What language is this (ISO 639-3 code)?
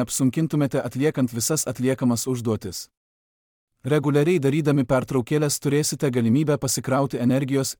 lit